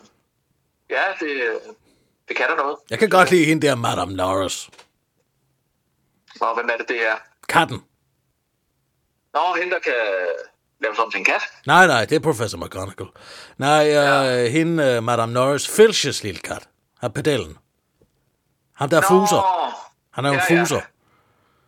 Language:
Danish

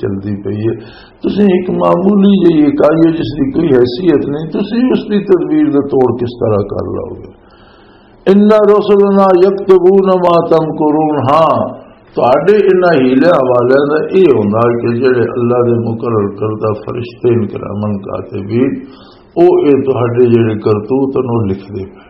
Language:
Western Panjabi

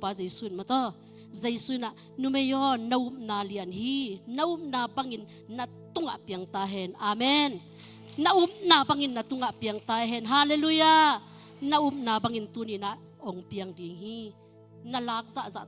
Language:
Tedim Chin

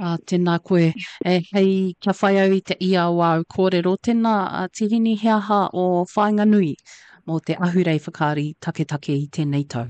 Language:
Māori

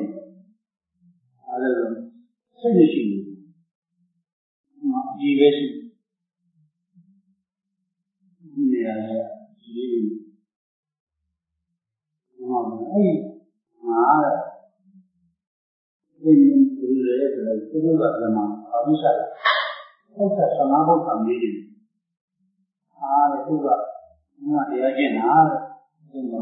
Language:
Burmese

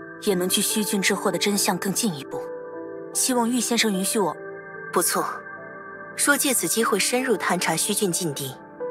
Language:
Chinese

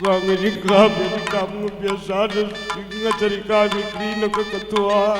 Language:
Batak Karo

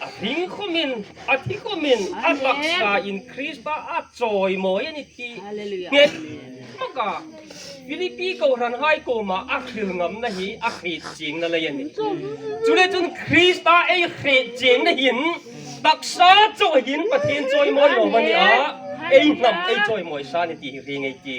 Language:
Hmar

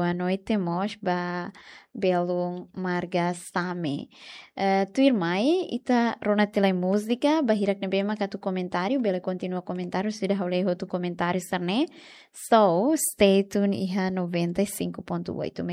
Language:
Tetum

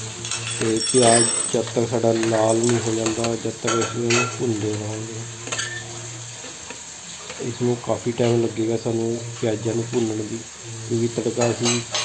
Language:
Punjabi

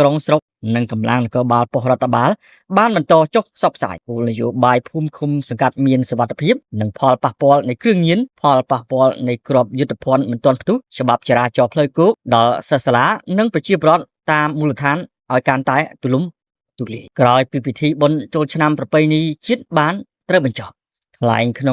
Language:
Khmer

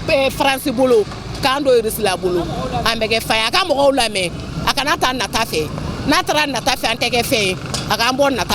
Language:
Bambara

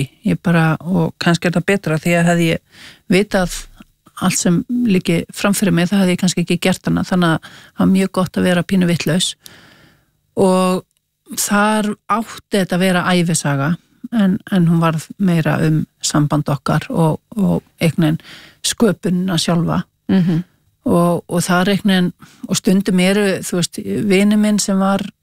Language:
Icelandic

